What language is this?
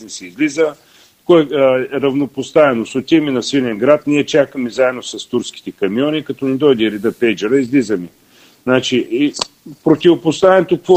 Bulgarian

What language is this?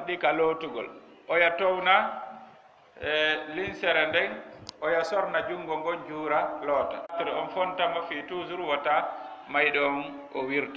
Fula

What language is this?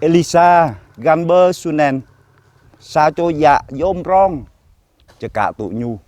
Jarai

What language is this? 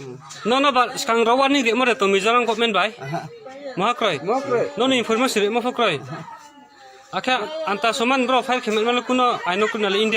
Riang (India)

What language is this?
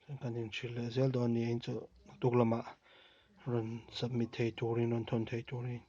Mizo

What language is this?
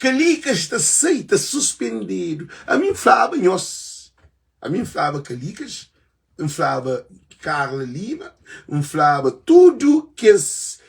Kabuverdianu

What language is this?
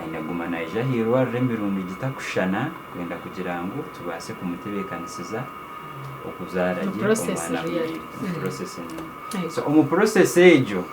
Nyankole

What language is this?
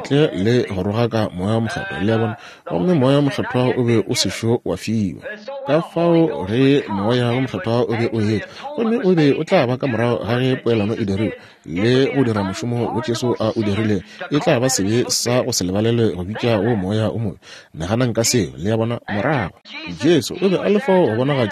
Northern Sotho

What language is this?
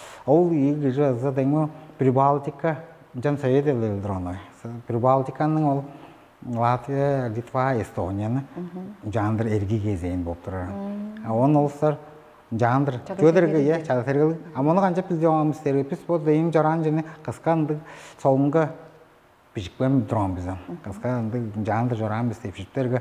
Tuvinian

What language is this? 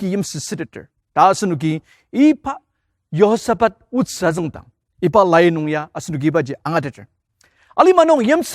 Ao Naga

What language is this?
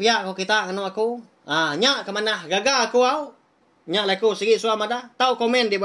Iban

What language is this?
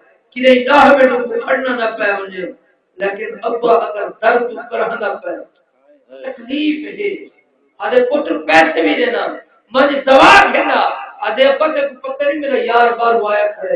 Saraiki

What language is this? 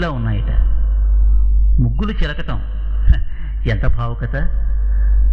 Telugu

